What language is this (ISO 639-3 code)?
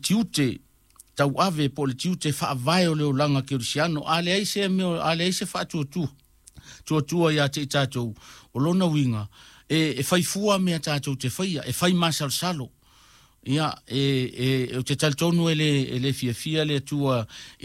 smo